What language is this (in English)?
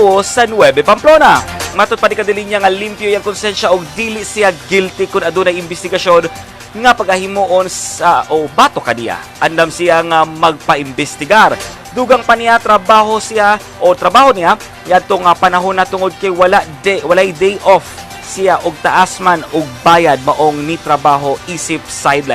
Cebuano